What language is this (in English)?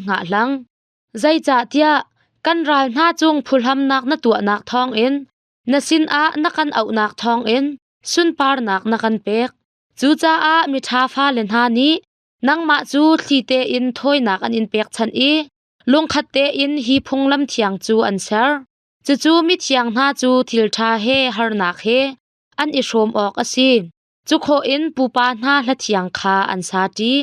Hakha Chin